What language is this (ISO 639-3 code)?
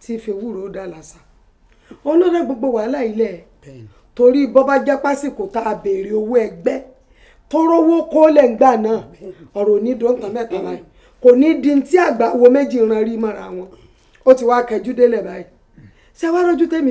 yor